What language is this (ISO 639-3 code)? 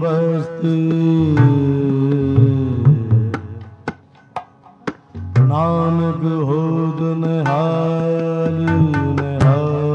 pan